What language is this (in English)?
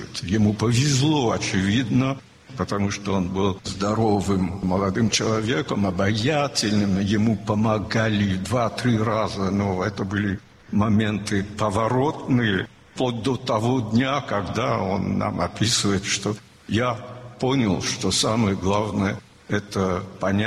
Russian